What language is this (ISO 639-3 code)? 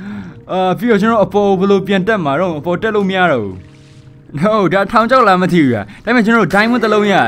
mya